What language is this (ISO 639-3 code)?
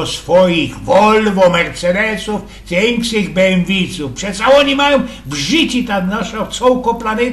szl